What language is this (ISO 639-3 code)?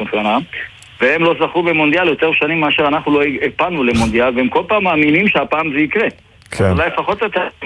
heb